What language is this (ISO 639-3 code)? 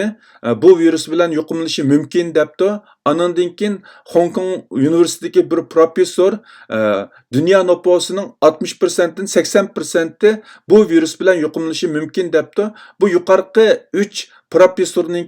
uig